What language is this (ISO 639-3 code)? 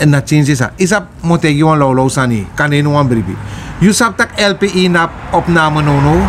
srn